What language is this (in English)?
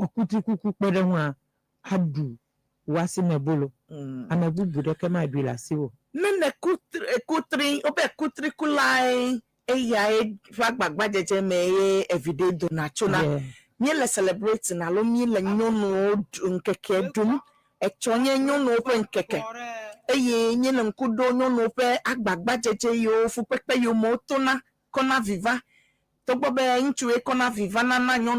Ewe